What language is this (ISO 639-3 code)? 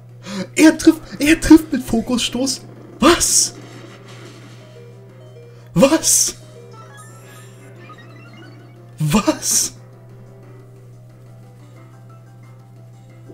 deu